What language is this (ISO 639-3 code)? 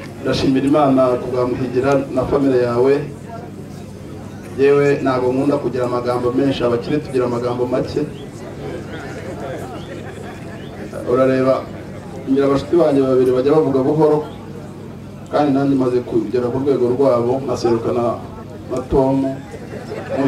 kin